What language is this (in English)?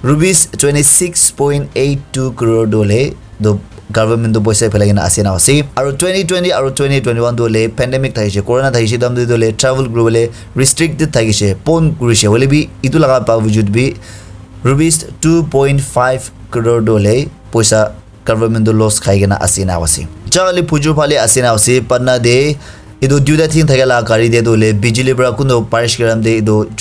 Naga Pidgin